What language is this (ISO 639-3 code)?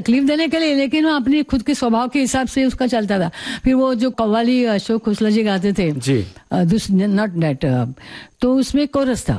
hin